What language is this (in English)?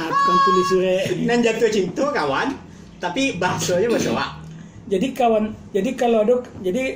Minangkabau